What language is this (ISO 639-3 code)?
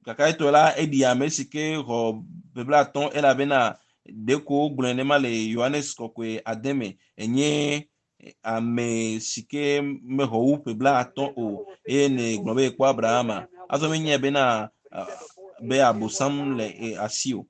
ewe